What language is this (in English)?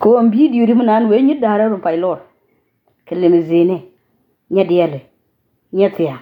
Nuer